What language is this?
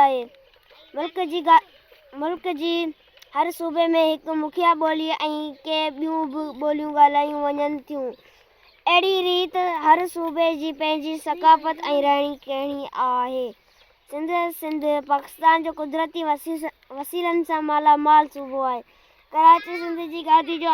Sindhi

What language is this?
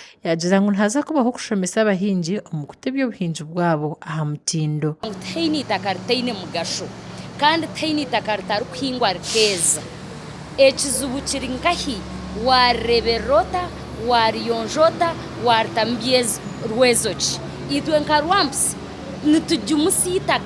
Nyankole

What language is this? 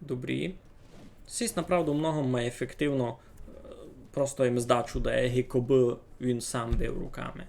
Rusyn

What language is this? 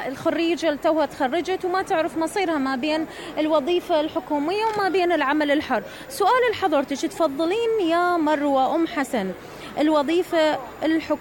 Mesopotamian Arabic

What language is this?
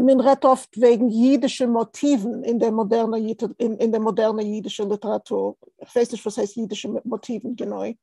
Yiddish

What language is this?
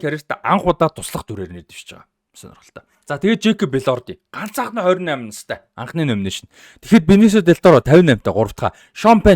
Mongolian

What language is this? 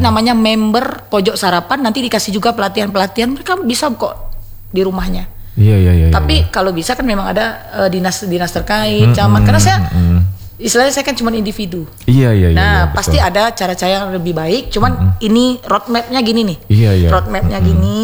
Indonesian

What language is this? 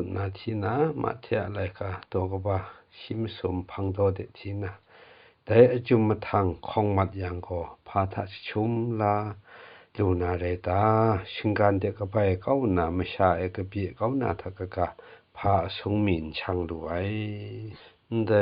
Kachin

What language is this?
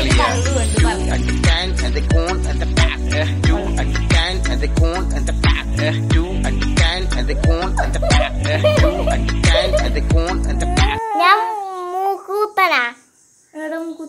Malayalam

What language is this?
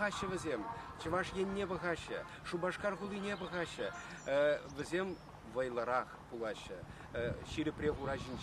Chuvash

